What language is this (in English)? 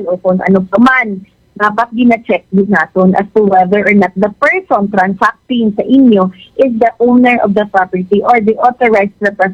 Filipino